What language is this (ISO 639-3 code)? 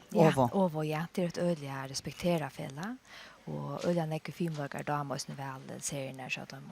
fao